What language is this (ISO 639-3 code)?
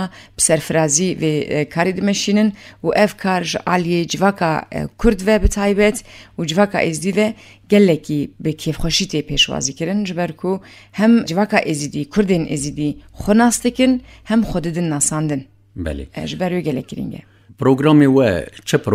kur